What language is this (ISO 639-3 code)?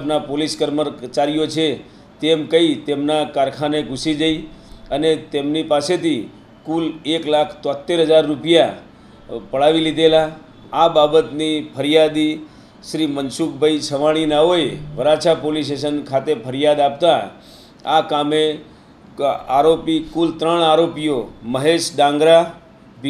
guj